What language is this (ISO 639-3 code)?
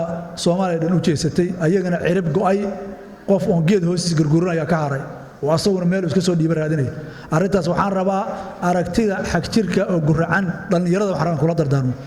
som